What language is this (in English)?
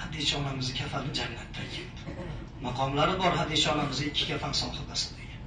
Uzbek